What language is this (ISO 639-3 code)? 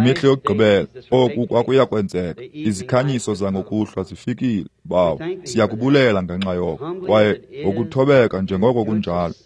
xho